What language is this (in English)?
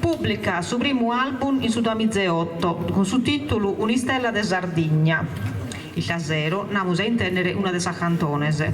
Sardinian